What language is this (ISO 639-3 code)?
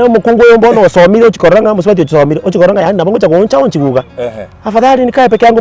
guz